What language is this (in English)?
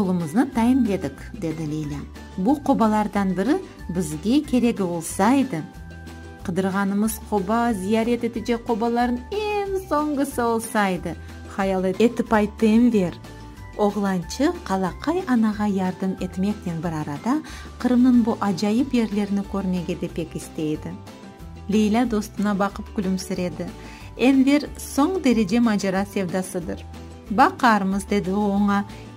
Crimean Tatar